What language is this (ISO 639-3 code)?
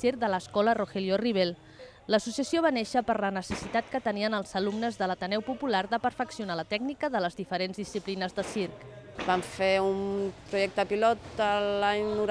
cat